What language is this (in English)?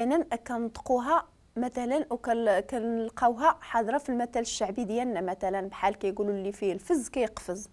Moroccan Arabic